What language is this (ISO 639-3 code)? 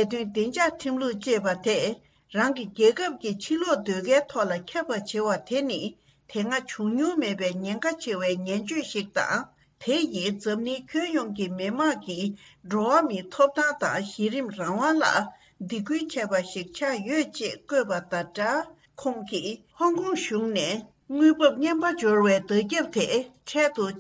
bod